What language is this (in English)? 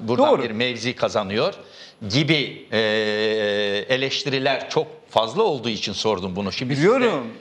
Turkish